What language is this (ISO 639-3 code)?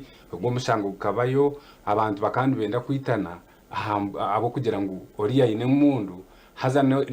nyn